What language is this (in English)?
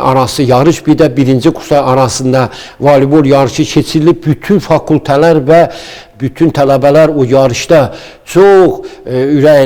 Azerbaijani